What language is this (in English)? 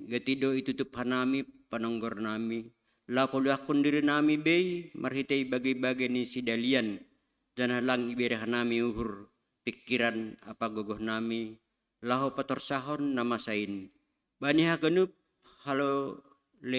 Batak Simalungun